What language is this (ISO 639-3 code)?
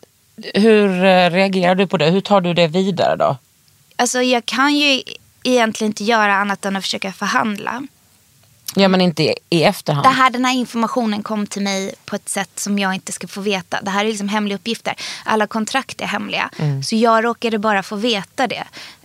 swe